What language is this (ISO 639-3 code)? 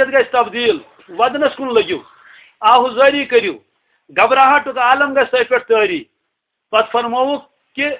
kas